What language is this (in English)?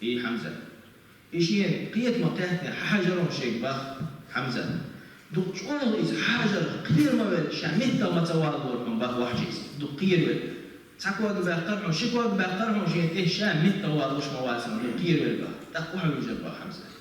Chechen